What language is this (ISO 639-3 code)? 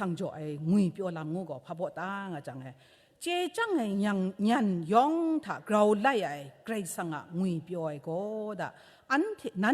kac